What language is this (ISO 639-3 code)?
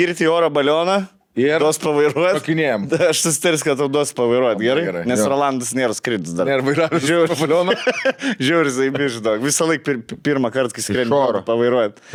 lit